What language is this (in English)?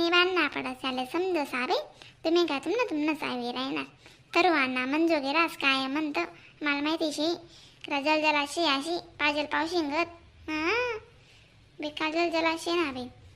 Khandesi